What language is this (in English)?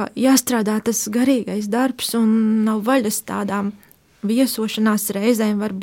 Latvian